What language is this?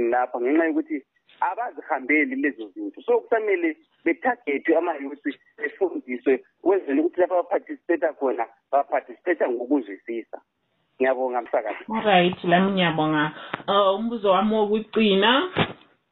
North Ndebele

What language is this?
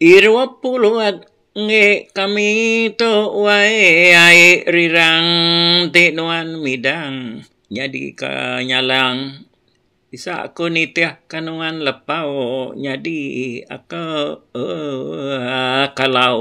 Iban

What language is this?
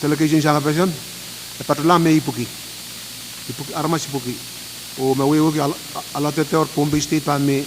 Pohnpeian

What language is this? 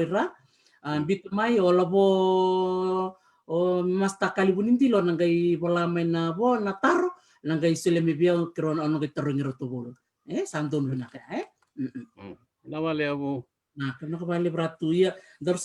Fijian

